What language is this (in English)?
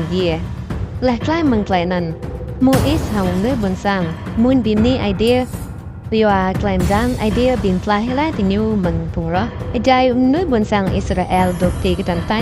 Rade